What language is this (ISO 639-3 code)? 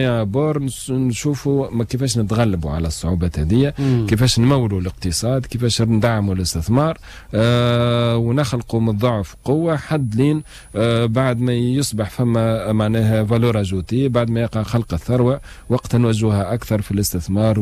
aeb